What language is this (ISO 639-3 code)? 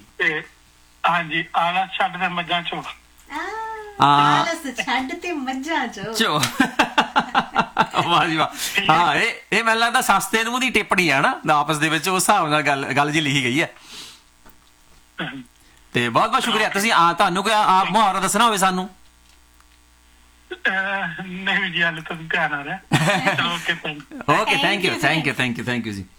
pan